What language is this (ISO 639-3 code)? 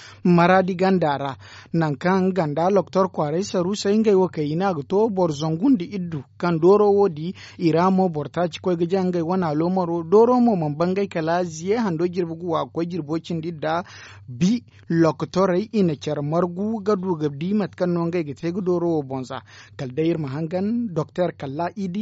dje